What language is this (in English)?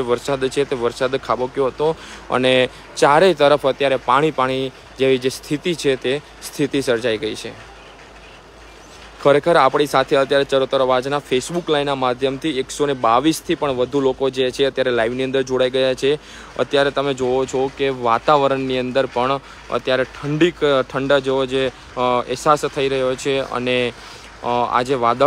Gujarati